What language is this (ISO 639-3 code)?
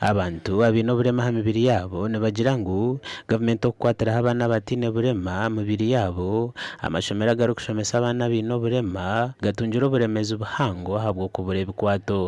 nyn